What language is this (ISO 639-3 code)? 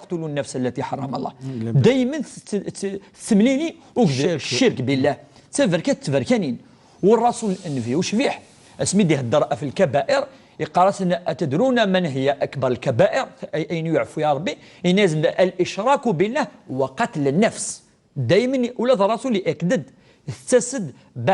kab